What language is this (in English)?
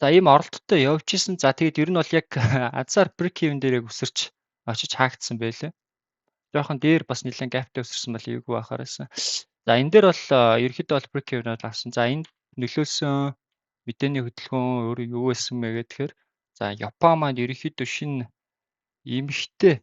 Mongolian